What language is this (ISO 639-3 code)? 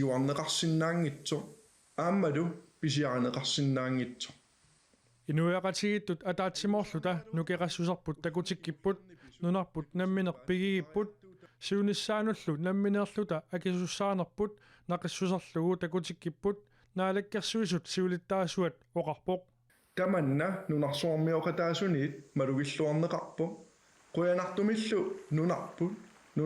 kal